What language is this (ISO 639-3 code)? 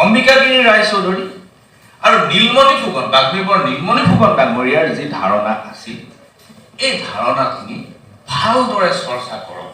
asm